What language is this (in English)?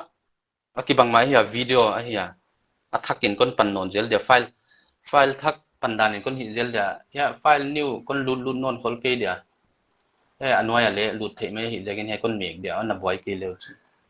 Paite Chin